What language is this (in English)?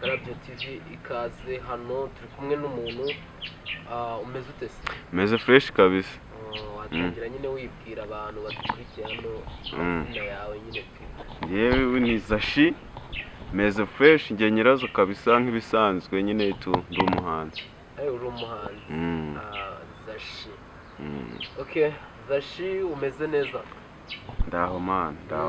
Kinyarwanda